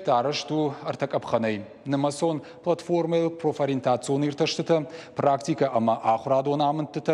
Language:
Ossetic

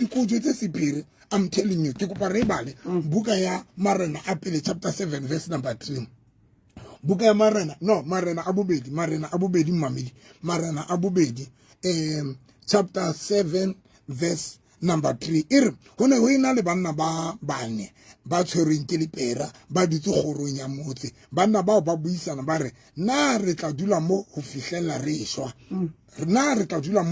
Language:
Southern Sotho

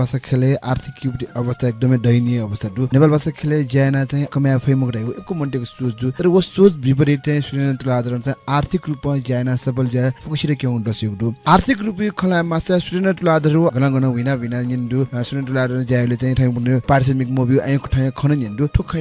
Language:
Newari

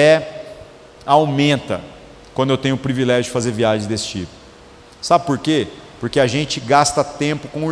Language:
Portuguese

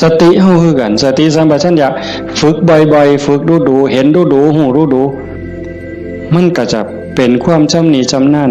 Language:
Northeastern Thai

